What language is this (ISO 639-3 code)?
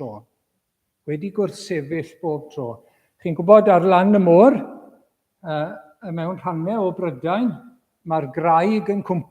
cym